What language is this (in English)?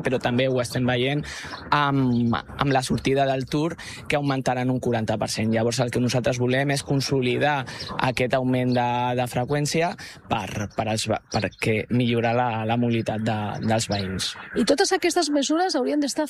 Catalan